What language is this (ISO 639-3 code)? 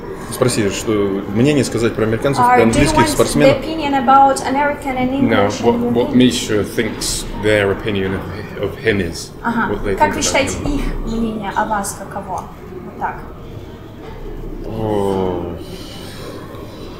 rus